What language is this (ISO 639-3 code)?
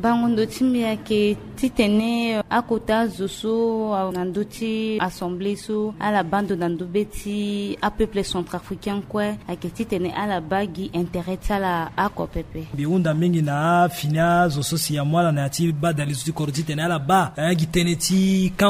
sag